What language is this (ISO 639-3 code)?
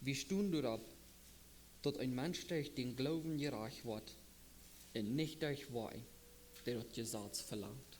pdt